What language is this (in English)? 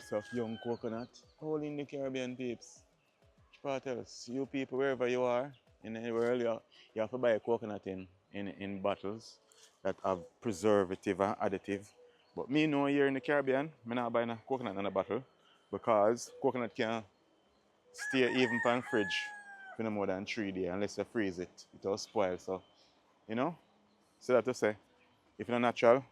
Jamaican Creole English